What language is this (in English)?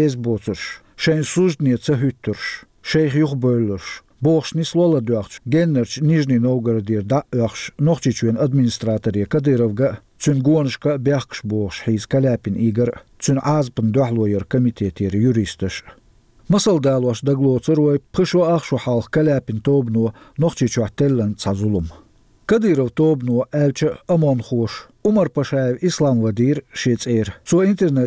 Chechen